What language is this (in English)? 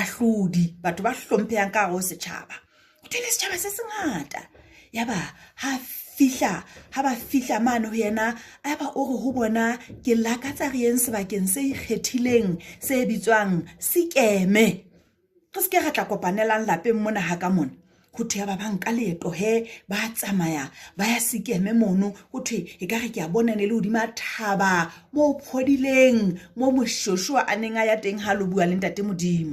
Southern Sotho